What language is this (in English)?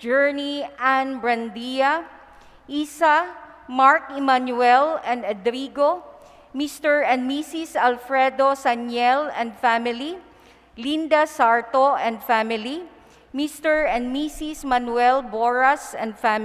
Bikol